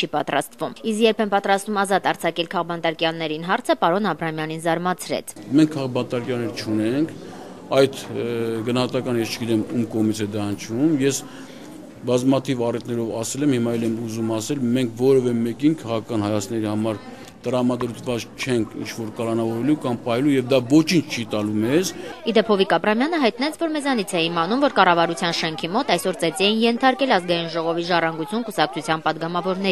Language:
Armenian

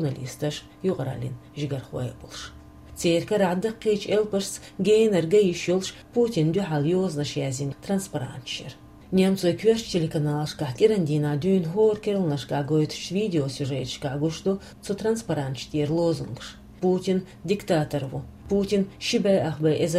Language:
Chechen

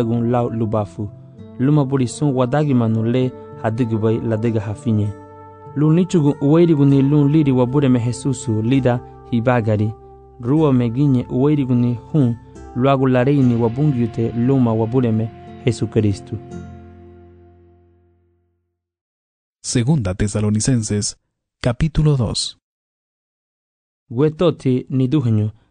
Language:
Garifuna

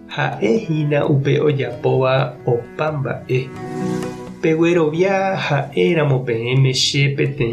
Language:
Guarani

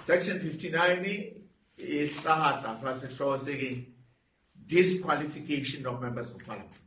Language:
Southern Sotho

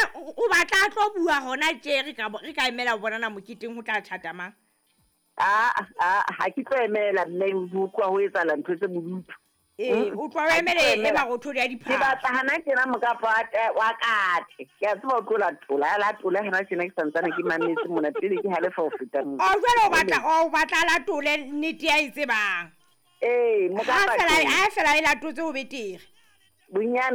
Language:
Southern Sotho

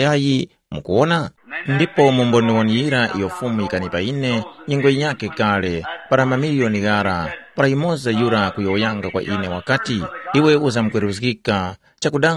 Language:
Tumbuka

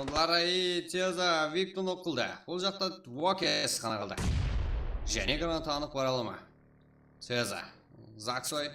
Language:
Kara-Kalpak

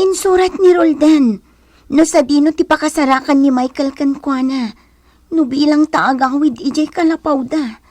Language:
Iloko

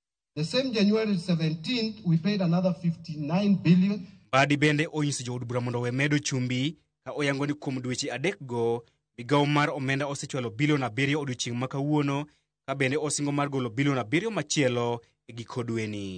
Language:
Luo (Kenya and Tanzania)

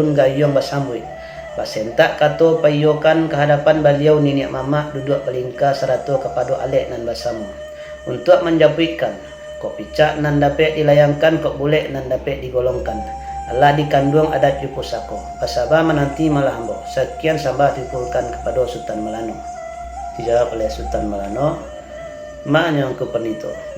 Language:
Minangkabau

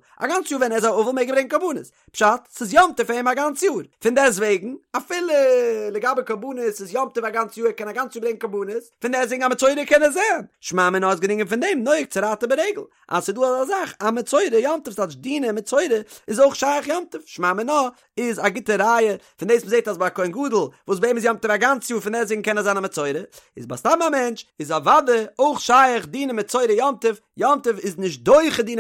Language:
Yiddish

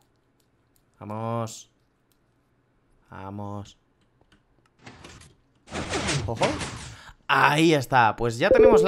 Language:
Spanish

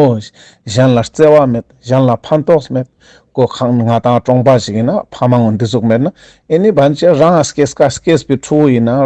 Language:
Ladakhi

